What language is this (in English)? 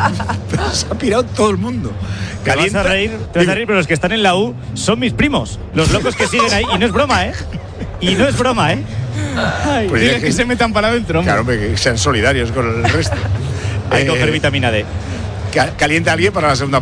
Spanish